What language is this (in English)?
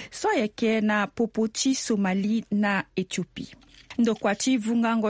Sango